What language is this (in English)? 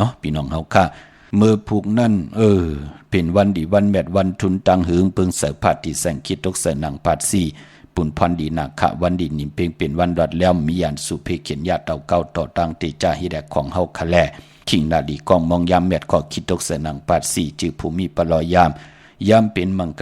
Shan